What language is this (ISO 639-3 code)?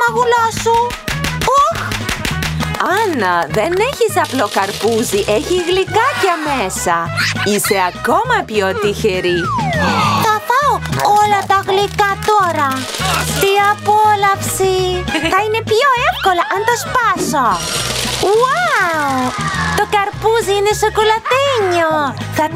ell